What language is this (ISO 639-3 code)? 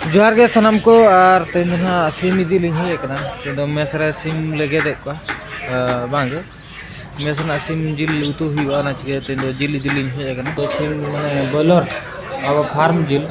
sat